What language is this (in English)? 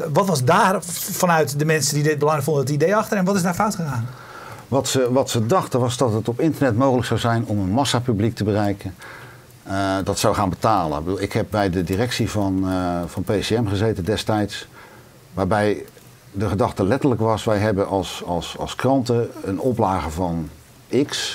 Dutch